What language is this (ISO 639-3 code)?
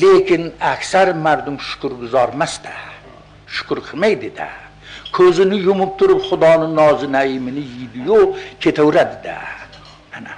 uzb